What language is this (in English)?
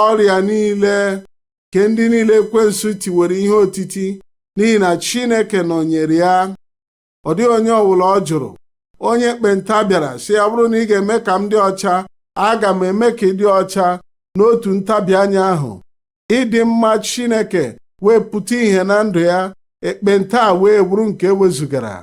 Igbo